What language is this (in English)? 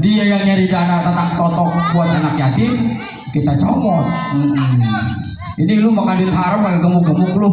Betawi